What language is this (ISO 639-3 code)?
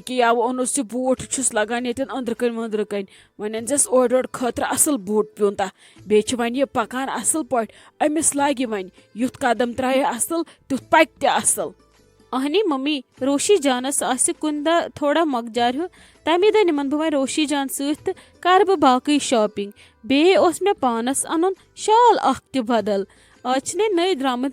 kas